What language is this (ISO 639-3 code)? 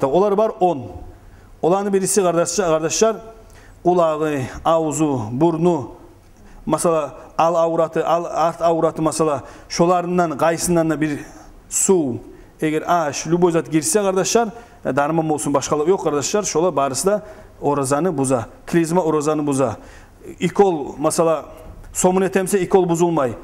kum